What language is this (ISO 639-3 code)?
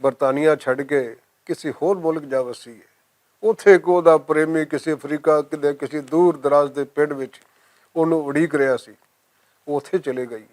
lah